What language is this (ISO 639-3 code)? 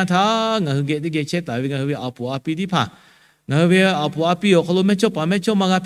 lhu